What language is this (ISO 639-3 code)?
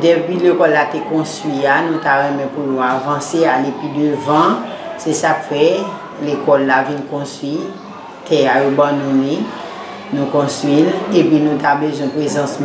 hat